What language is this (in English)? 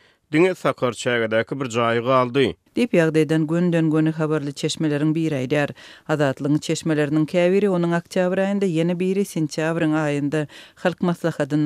Turkmen